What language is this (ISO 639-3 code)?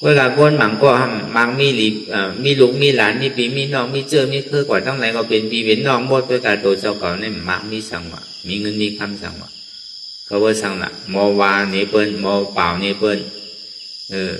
shn